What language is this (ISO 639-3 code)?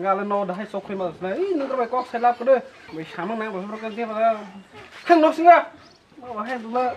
trp